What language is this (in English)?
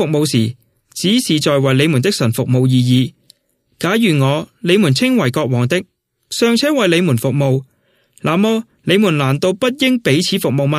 Cantonese